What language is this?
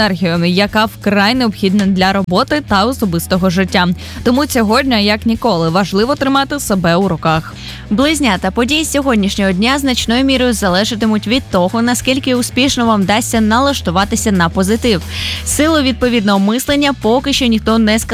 Ukrainian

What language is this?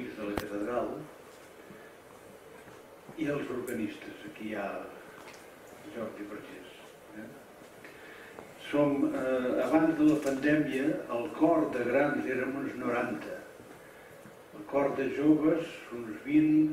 Catalan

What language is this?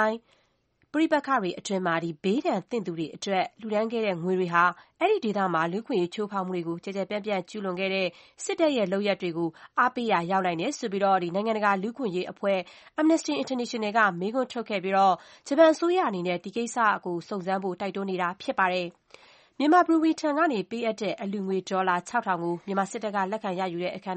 Burmese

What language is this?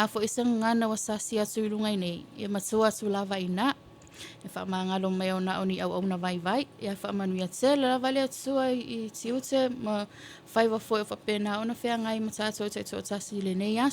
Samoan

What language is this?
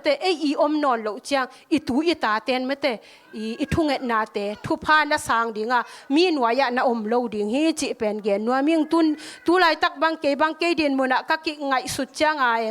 Tedim Chin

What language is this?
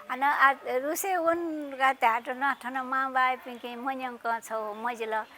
Newari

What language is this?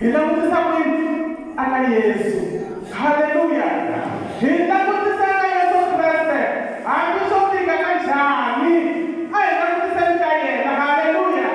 Tsonga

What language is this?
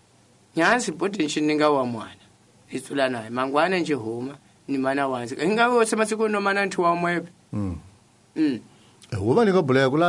Tsonga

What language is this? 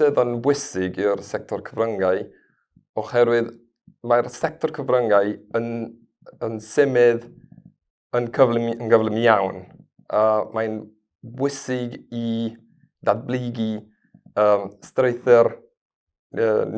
Welsh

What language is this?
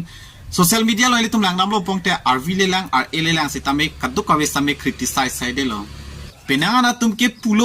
Karbi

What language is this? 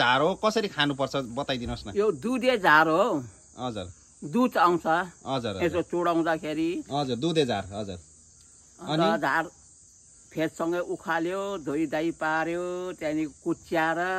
Nepali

